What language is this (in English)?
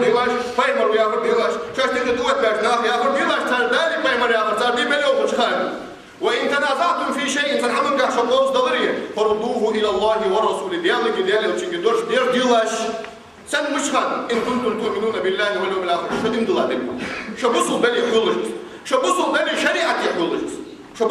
Ingush